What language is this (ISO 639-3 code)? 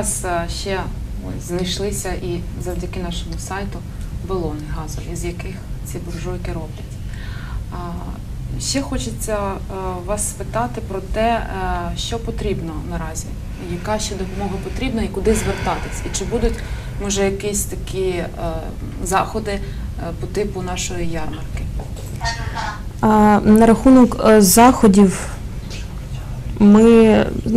ukr